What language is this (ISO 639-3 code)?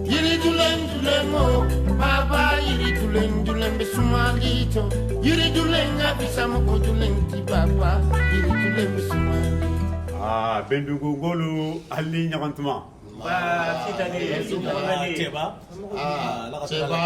bam